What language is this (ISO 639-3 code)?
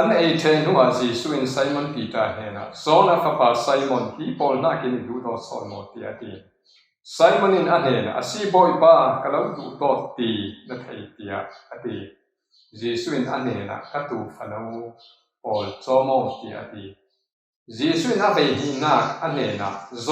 cfm